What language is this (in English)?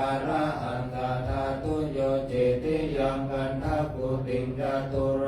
Pali